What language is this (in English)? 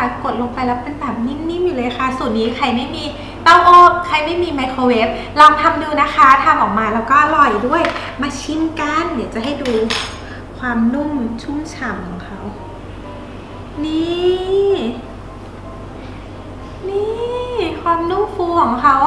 Thai